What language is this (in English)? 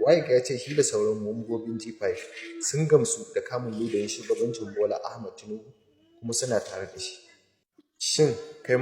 Hausa